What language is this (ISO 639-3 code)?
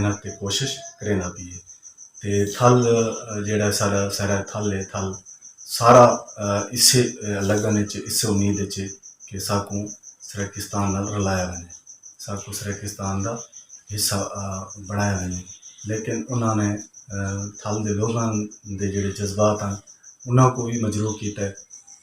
skr